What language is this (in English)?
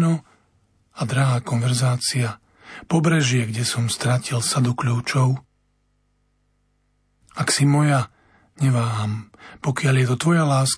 Slovak